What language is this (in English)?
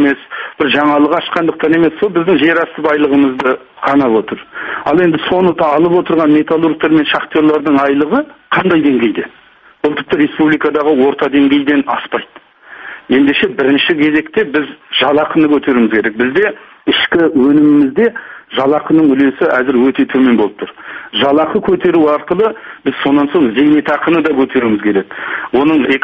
Kazakh